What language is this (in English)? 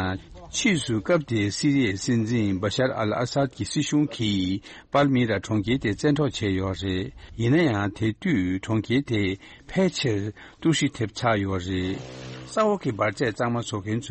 Tibetan